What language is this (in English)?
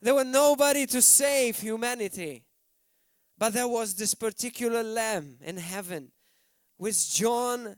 English